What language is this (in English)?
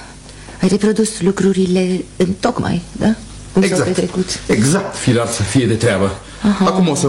Romanian